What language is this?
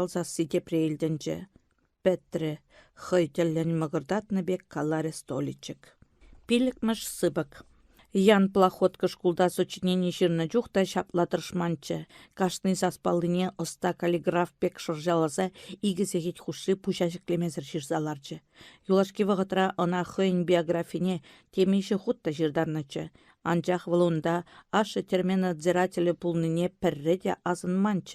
Chuvash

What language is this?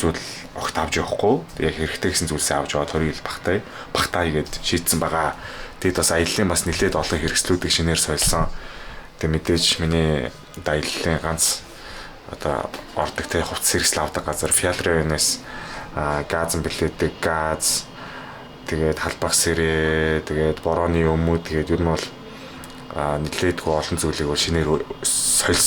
Mongolian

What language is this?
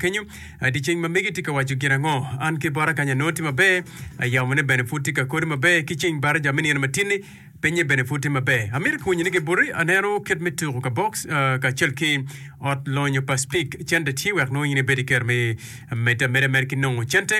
Acoli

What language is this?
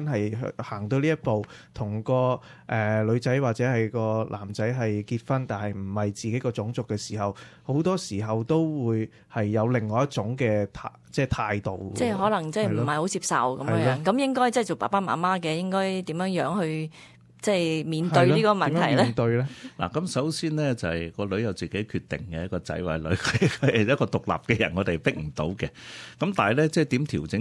Cantonese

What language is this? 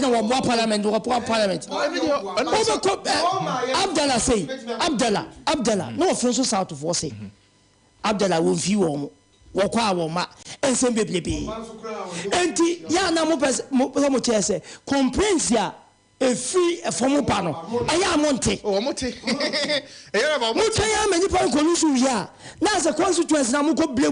Akan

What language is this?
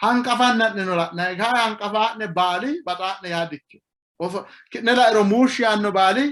Sidamo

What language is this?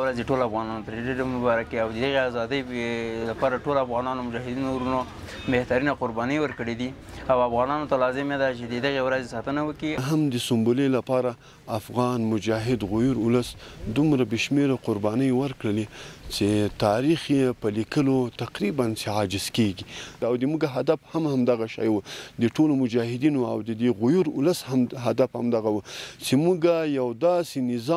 Pashto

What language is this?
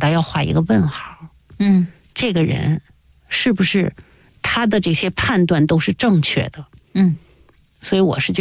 Chinese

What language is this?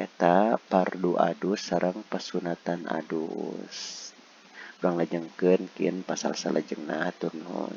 Sundanese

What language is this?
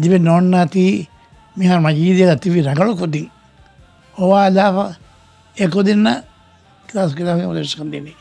Divehi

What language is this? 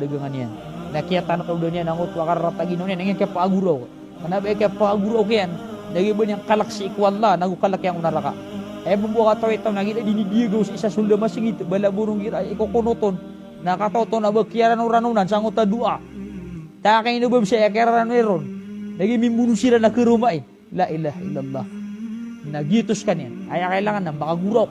Maranao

